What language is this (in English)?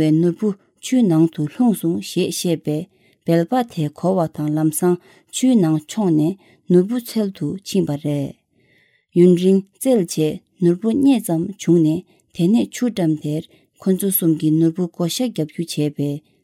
Tibetan